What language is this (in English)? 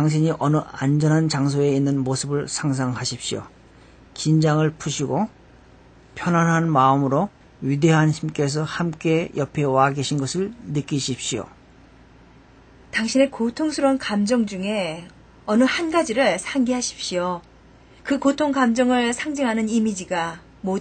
Korean